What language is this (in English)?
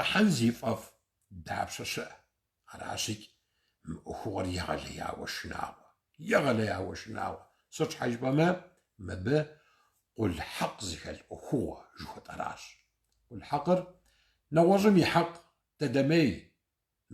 Kabardian